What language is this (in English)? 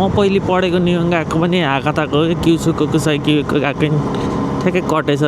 Nepali